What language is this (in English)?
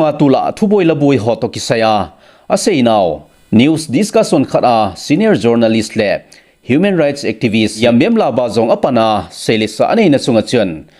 Thado Chin